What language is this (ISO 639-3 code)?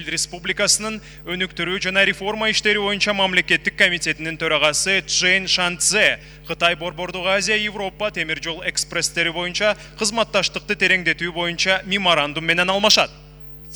kir